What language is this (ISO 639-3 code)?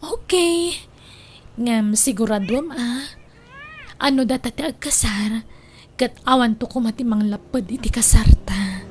ilo